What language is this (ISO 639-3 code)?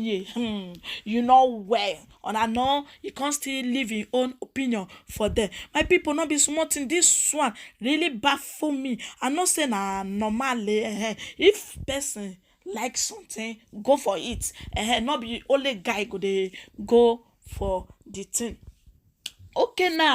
pcm